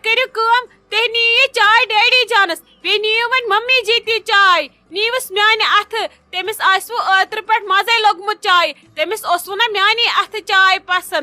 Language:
Kashmiri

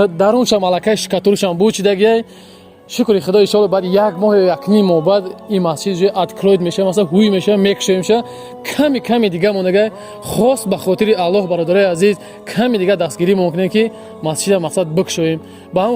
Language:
Tajik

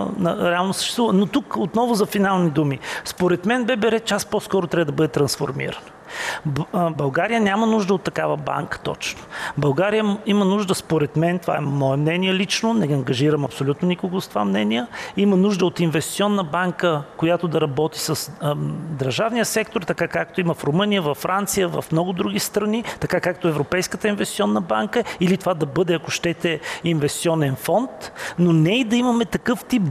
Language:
Bulgarian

